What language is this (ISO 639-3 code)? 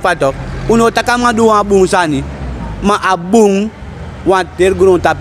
srn